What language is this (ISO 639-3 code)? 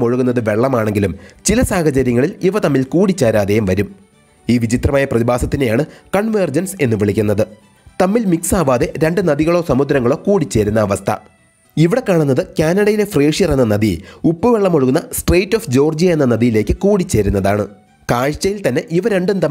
mal